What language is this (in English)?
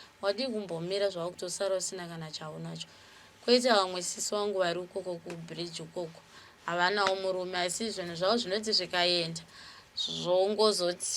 Shona